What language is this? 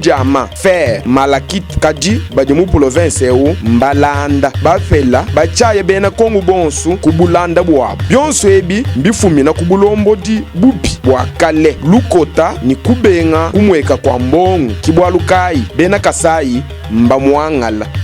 Luba-Lulua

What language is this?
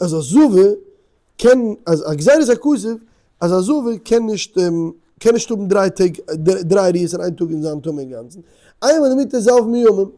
Yiddish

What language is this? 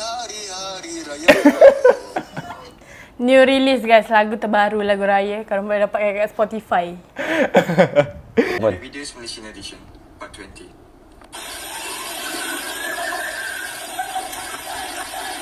Malay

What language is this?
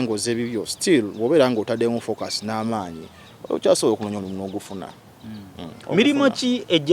Ganda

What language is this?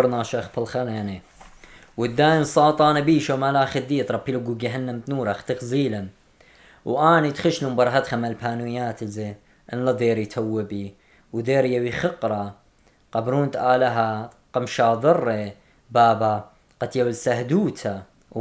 Assyrian Neo-Aramaic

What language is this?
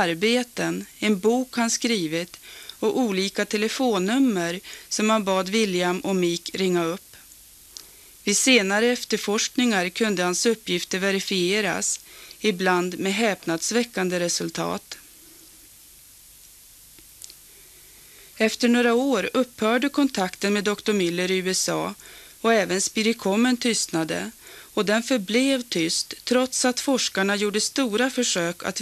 Swedish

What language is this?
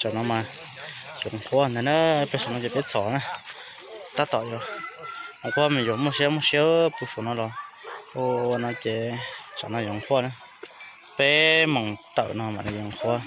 Hmong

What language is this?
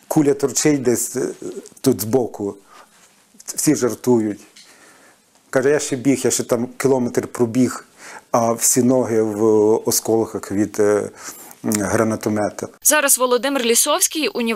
Ukrainian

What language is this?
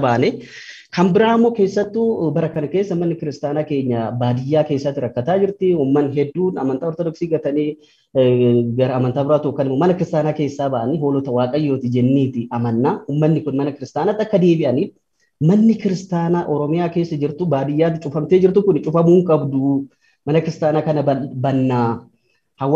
Oromo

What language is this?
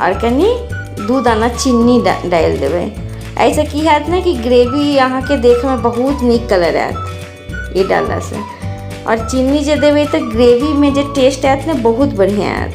Maithili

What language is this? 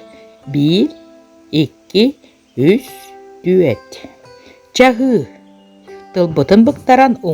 Yakut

